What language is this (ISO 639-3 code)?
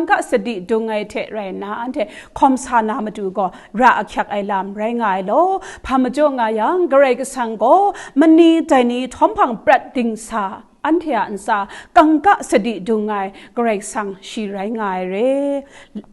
kac